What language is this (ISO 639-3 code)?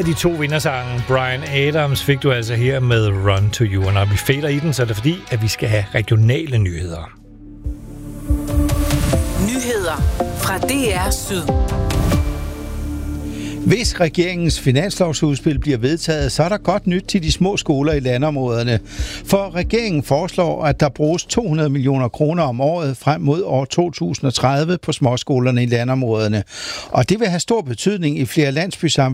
dan